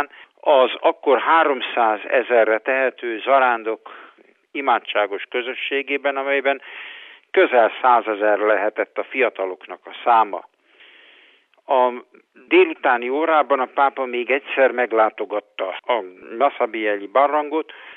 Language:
Hungarian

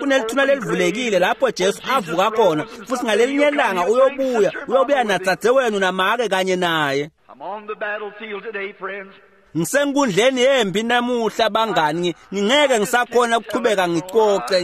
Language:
Swati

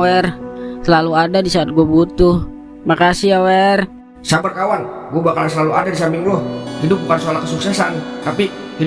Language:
Betawi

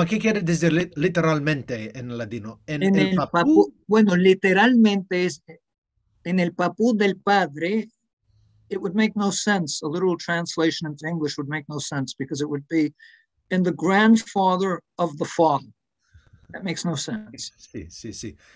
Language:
Ladino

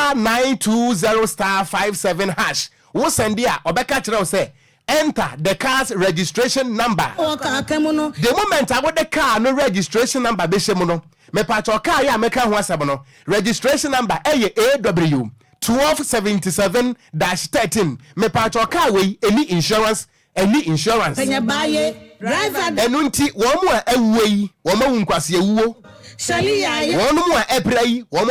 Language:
Akan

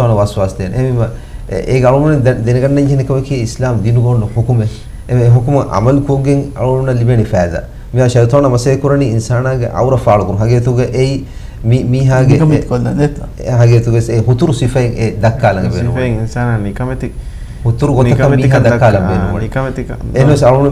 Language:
Divehi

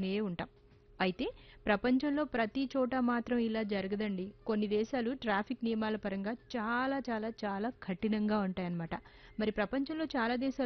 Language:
Telugu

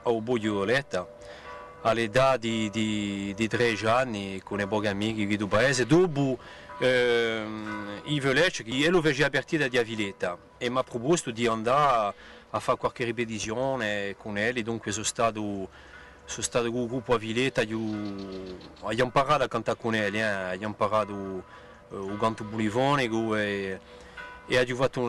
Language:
Corsican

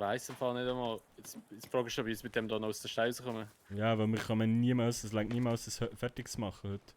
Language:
Swiss German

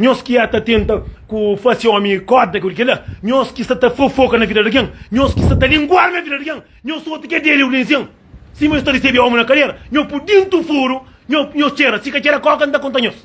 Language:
Kabuverdianu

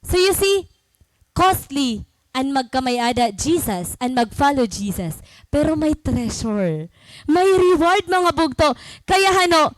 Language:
Waray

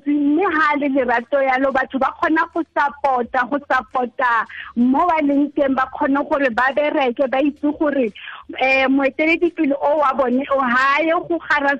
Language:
Tswana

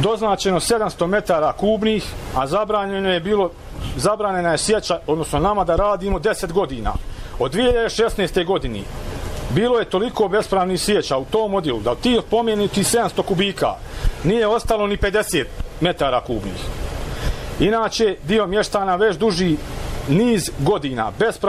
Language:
Bosnian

